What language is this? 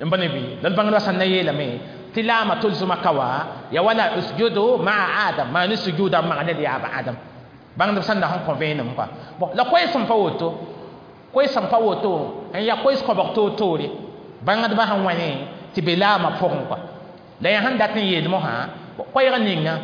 Mossi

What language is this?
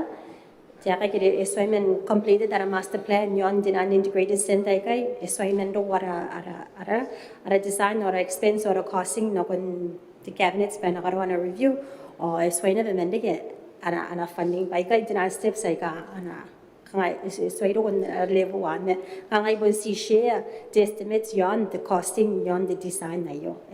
Gilbertese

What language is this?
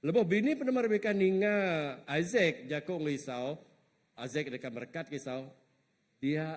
Iban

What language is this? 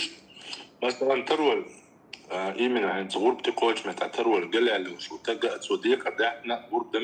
Chechen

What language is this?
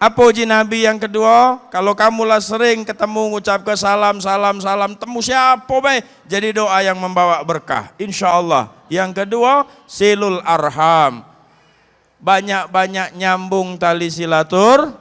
Musi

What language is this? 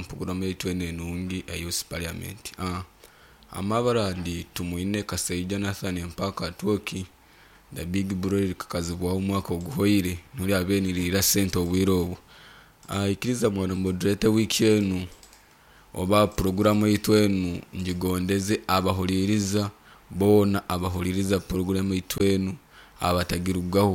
Nyoro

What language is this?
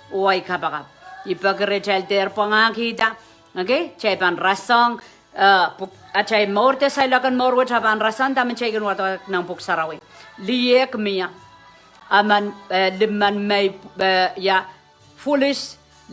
Pohnpeian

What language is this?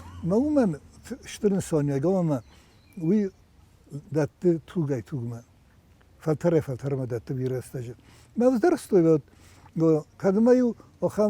Ossetic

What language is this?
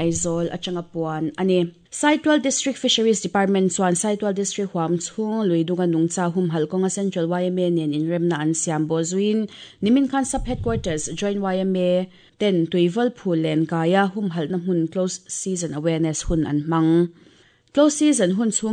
Mizo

